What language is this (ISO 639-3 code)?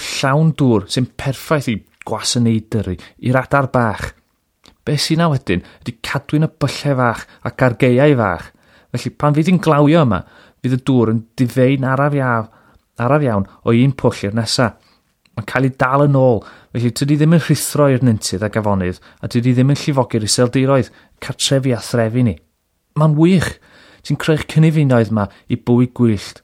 cym